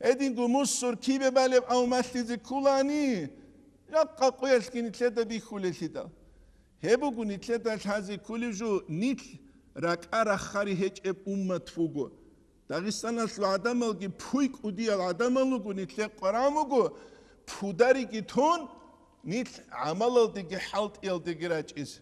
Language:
Avaric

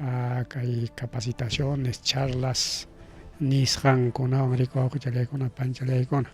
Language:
Ayacucho Quechua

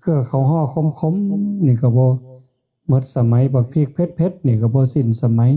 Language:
Northeastern Thai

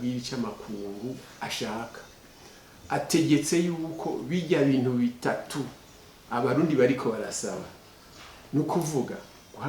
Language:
Rundi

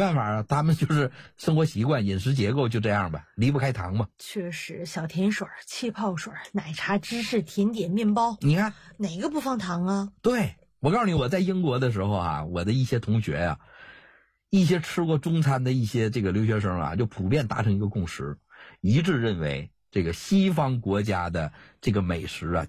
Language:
Chinese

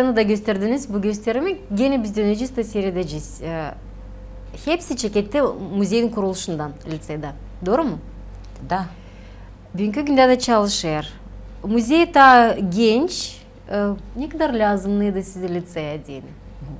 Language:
Gagauz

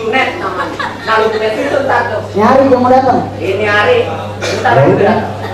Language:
Betawi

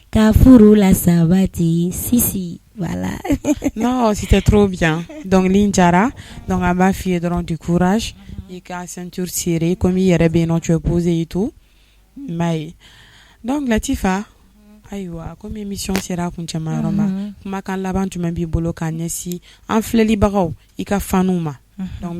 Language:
Bambara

